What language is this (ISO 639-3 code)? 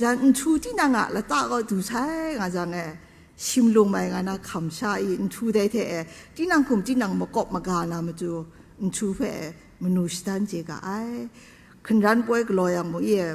kac